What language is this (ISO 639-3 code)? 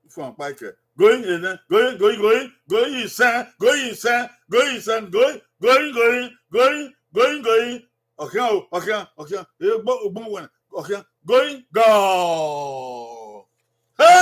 bin